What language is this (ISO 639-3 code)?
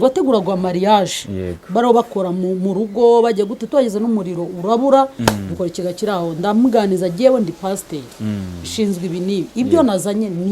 kin